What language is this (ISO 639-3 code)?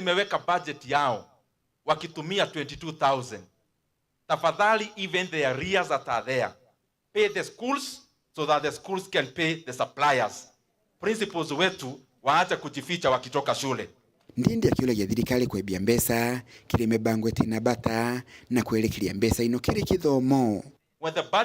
mer